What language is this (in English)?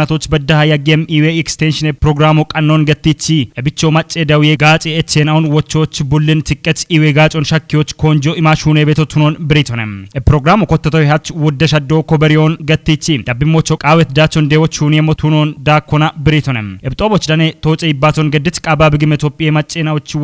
Kafa